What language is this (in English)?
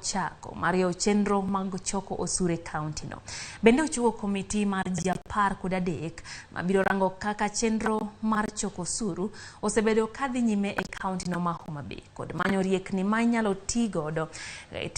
Luo (Kenya and Tanzania)